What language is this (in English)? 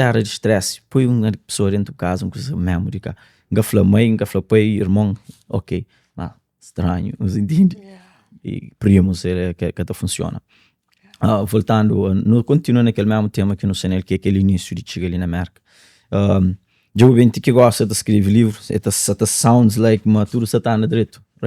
Kabuverdianu